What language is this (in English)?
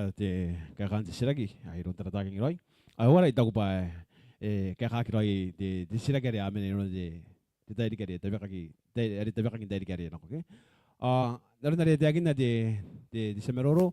Gilbertese